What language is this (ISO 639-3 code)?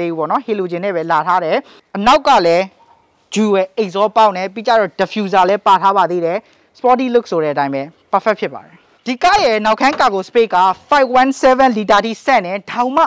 mya